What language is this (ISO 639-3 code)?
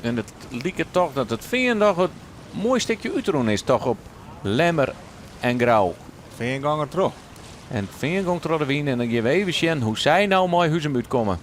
fry